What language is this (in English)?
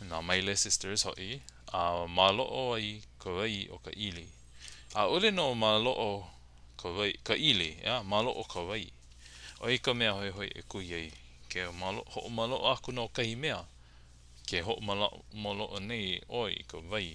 Hawaiian